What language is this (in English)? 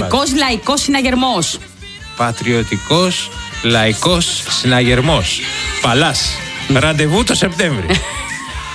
Greek